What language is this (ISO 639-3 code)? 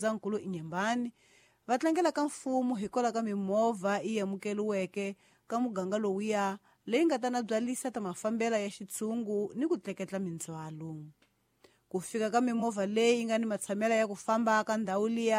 tso